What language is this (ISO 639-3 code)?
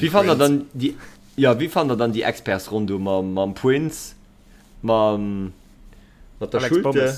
ltz